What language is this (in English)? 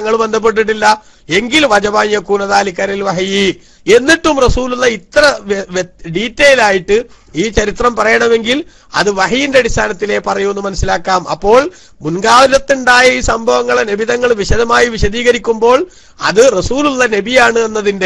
Malayalam